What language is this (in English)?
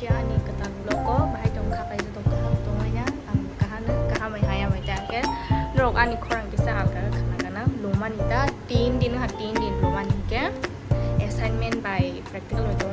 Kok Borok